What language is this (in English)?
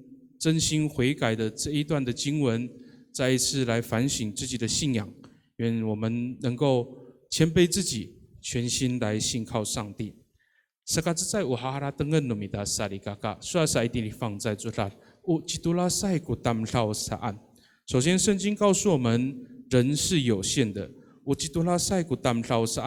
Amis